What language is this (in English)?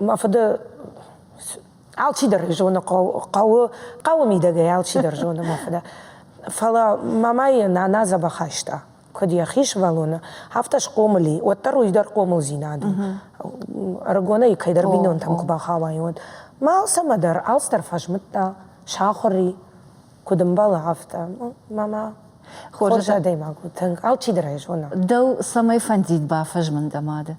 Ossetic